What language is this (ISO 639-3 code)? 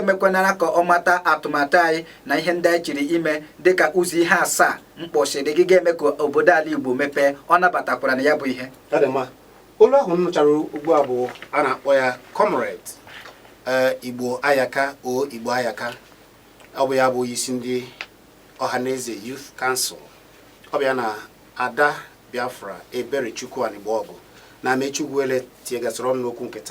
ibo